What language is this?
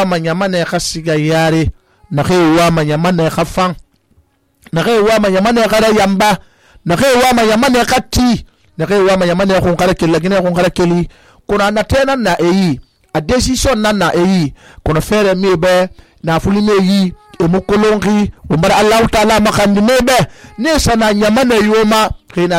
Susu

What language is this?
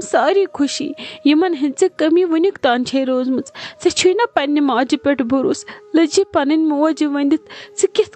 Kashmiri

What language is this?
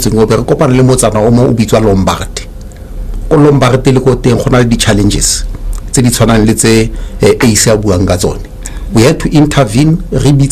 Tswana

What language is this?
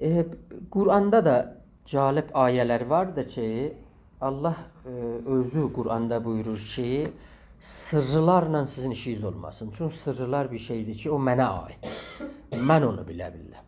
South Azerbaijani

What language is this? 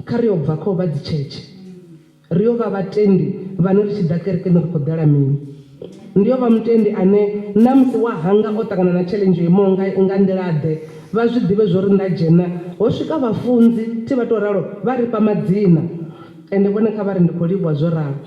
Venda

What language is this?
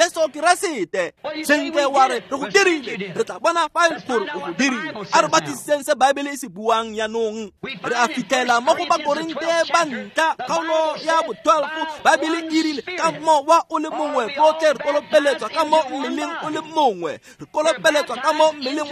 Tswana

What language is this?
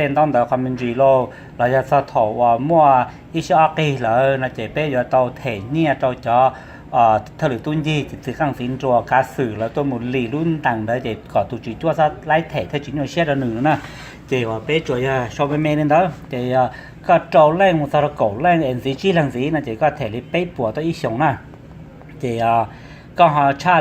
Hmong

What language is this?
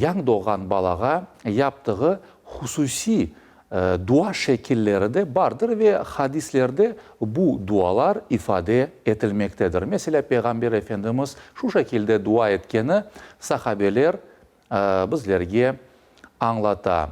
Crimean Tatar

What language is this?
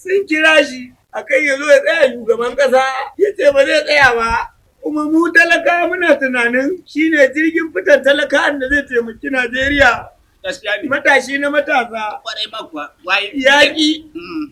Hausa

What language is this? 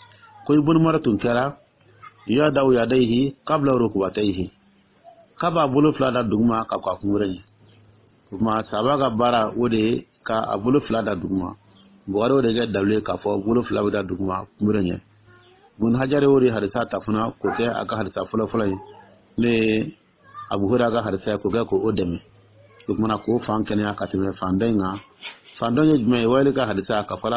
Dyula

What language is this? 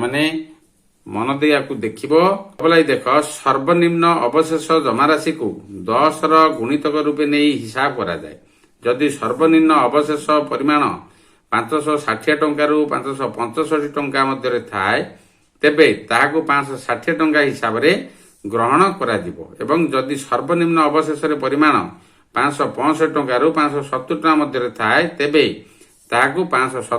Odia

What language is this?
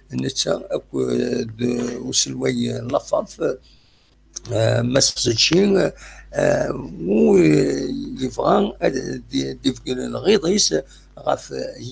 Kabyle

